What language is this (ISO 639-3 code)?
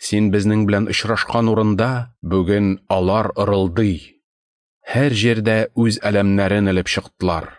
tat